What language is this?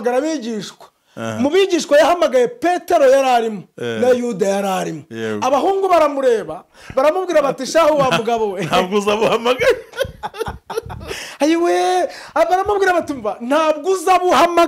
Kinyarwanda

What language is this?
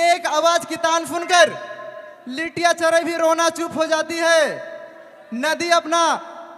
Sadri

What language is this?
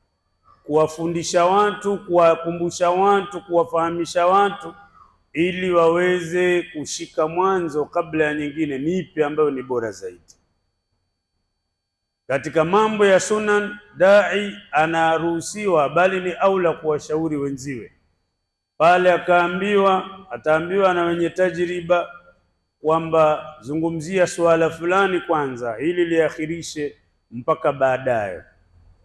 Swahili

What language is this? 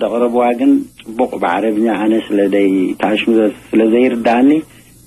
Tigrinya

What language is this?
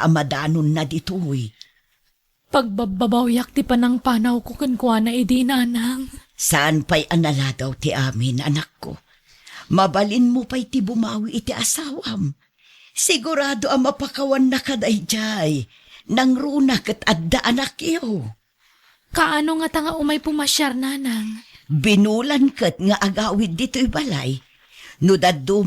Iloko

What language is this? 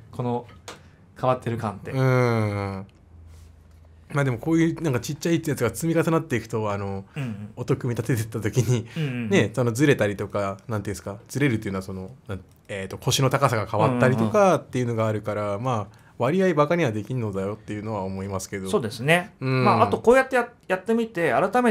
Japanese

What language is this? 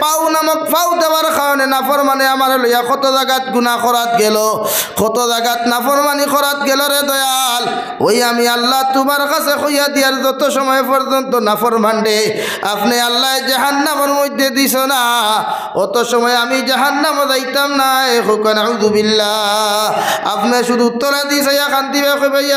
Sylheti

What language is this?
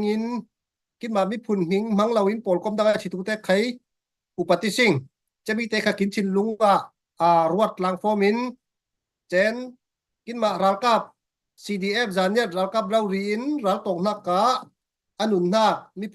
Falam Chin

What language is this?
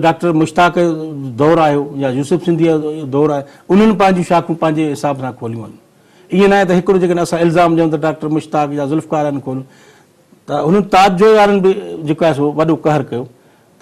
Sindhi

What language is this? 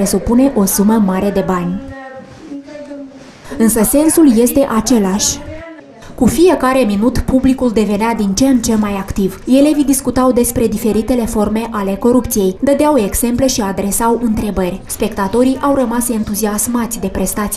Romanian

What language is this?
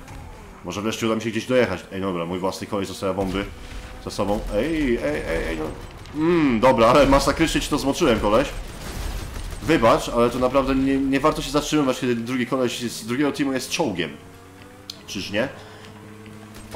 Polish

